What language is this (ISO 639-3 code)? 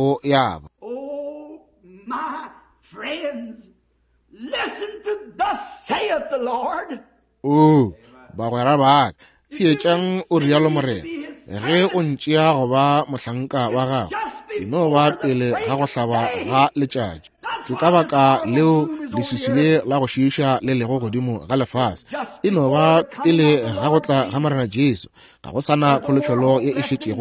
nso